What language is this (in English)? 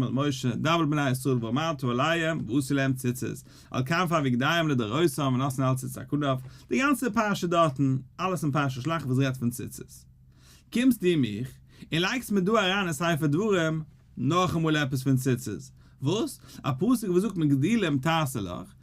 Yiddish